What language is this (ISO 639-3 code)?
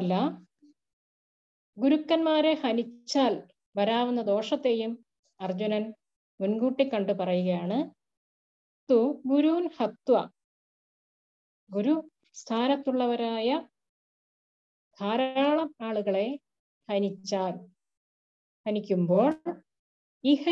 mal